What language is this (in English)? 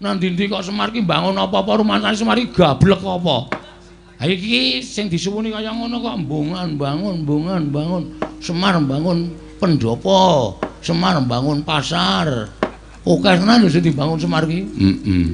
Javanese